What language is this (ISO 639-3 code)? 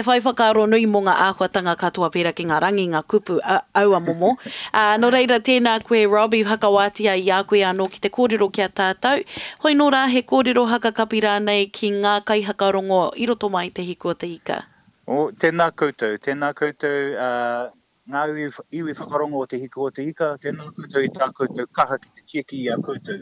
mri